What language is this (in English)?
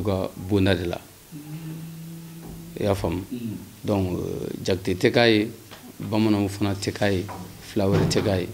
Bambara